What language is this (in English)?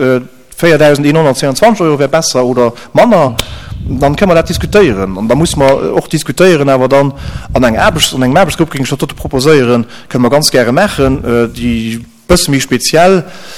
Luxembourgish